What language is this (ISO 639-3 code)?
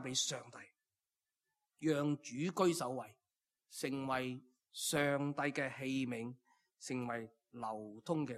yue